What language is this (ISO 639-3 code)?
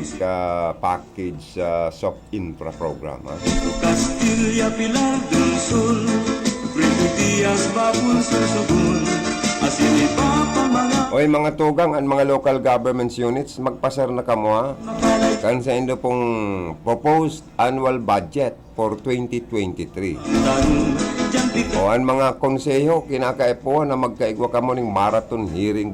bik